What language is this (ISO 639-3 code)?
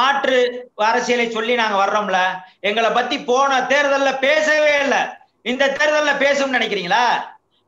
tam